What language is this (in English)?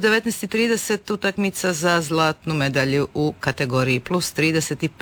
Croatian